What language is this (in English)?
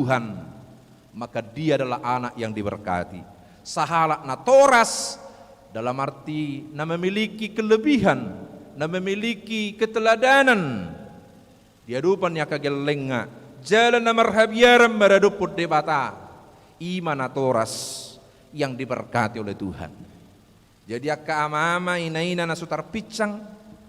Batak Toba